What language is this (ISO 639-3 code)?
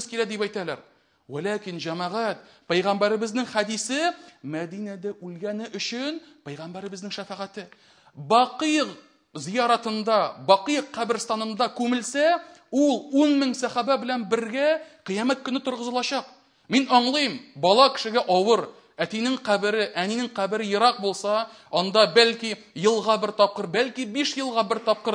tat